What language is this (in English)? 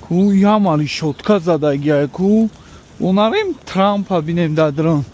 Tajik